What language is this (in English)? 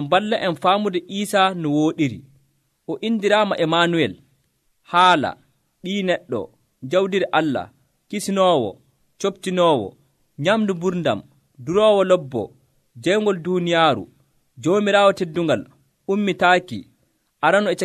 Nigerian Fulfulde